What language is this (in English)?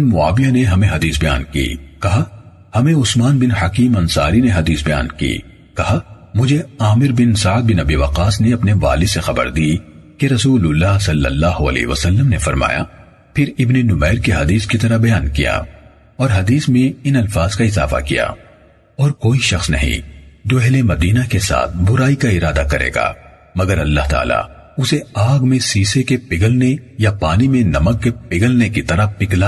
Urdu